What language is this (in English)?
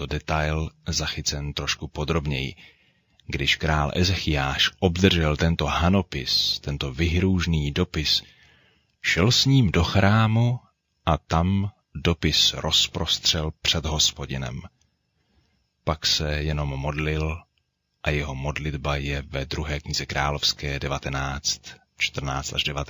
Czech